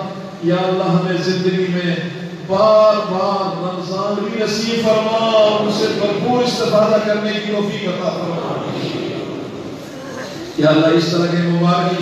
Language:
Urdu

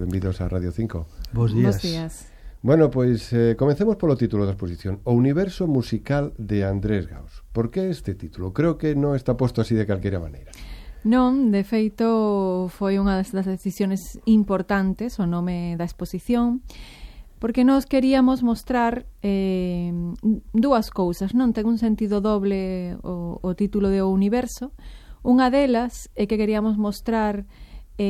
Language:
Galician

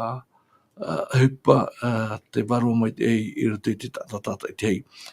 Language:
Tahitian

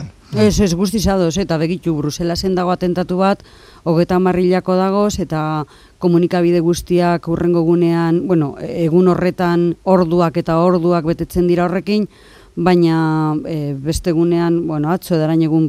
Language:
Basque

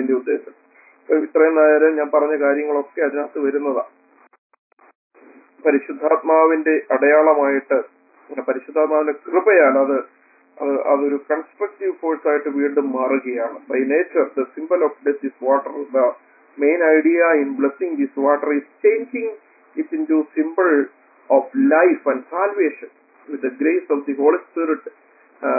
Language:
Malayalam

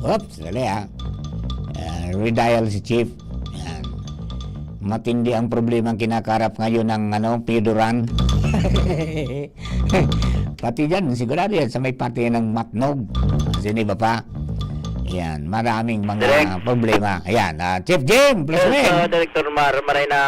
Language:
Bikol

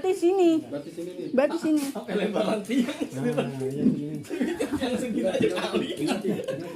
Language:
Betawi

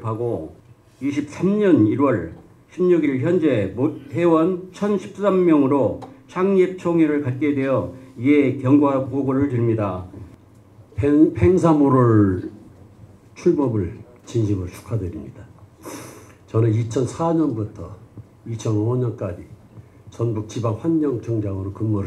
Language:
Korean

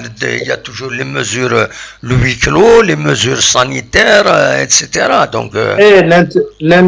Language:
Kabyle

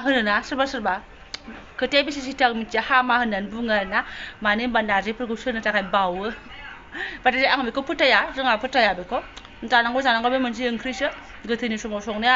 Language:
Bodo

